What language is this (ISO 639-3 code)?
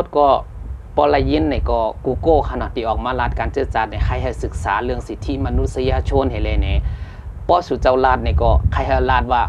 shn